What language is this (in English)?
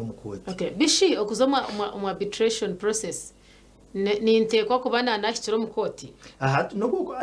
Nyankole